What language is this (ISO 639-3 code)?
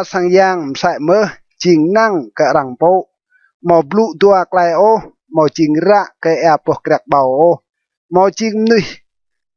rad